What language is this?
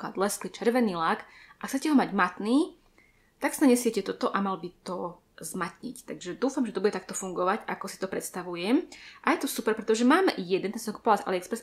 Slovak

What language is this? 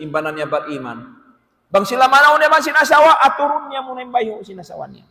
Tausug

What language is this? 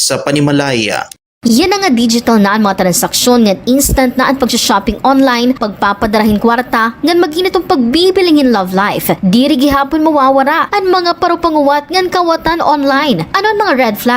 Waray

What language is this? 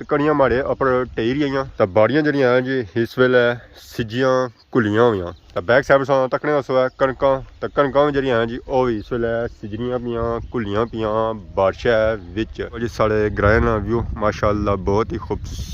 Pahari-Potwari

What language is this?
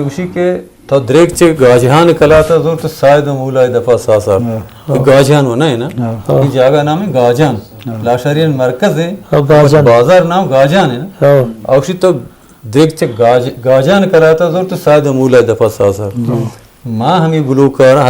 Eastern Balochi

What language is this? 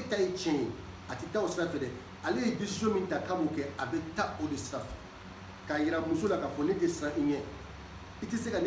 Bambara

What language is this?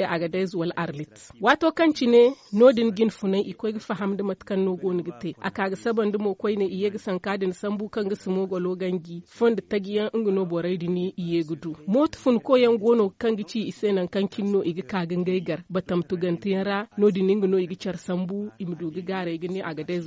Zarma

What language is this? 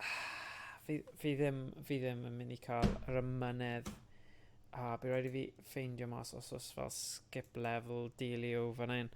Welsh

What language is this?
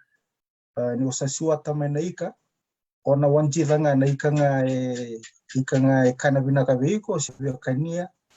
Fijian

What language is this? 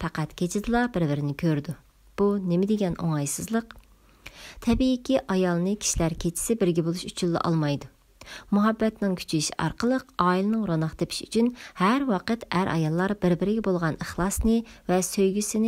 Uyghur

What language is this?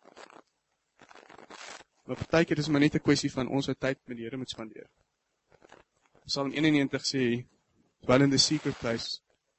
Afrikaans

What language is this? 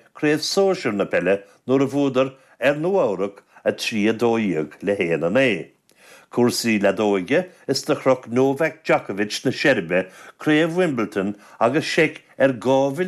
Irish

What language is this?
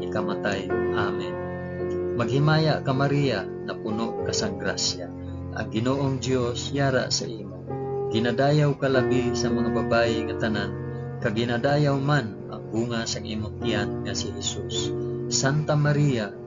Hiligaynon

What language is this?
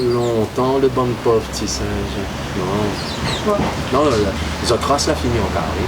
Réunion Creole French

